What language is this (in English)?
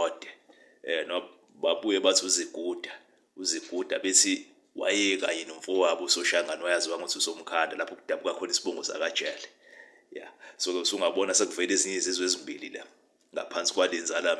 Zulu